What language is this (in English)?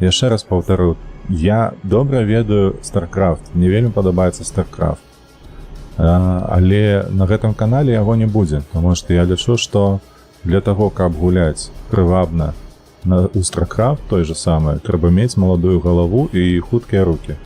Belarusian